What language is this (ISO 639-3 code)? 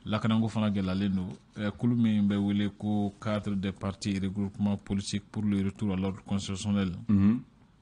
bam